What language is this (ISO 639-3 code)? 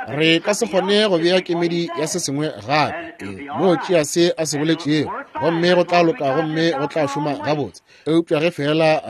nso